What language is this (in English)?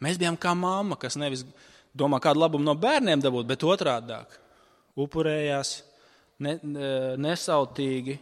Latvian